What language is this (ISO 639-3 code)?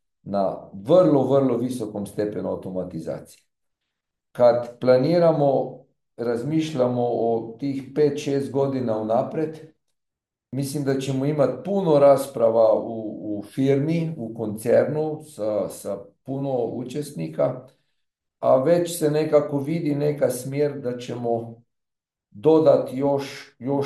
srp